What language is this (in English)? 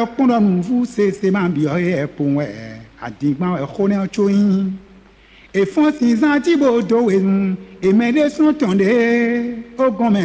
Fon